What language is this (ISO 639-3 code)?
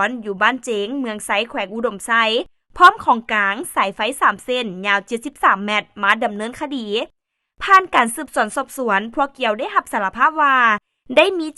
lao